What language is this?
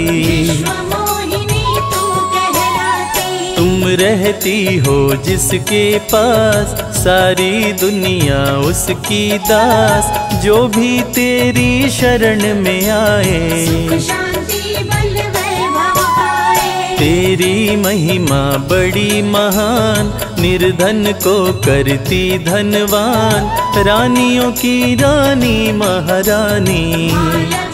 Hindi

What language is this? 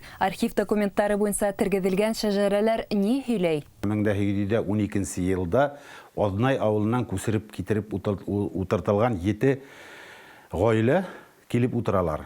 Bashkir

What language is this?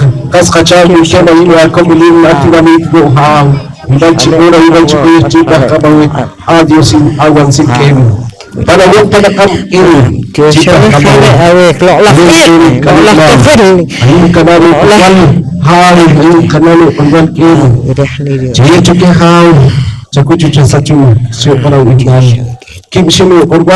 Poqomchi'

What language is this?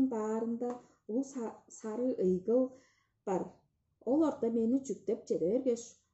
Tuvinian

